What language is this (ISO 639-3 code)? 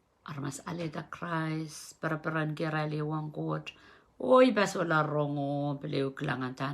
pon